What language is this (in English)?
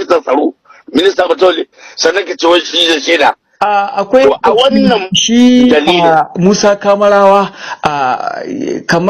Hausa